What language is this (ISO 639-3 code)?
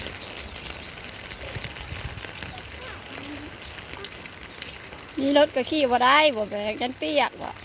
lao